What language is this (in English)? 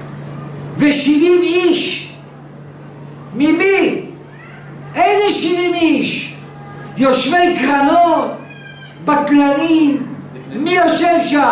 Hebrew